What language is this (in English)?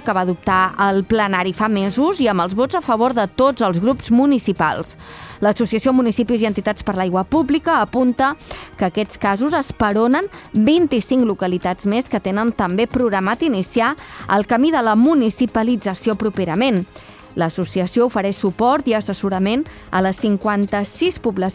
Catalan